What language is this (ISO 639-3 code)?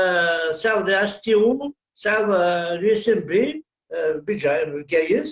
kab